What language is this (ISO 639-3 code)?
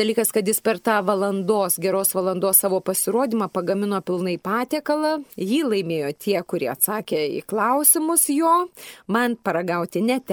lit